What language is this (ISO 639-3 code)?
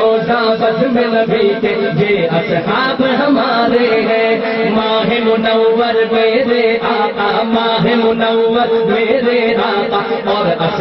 urd